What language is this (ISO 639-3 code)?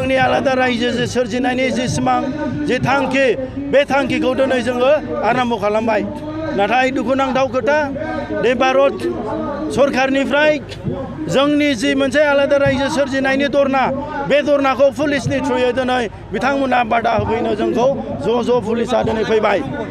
brx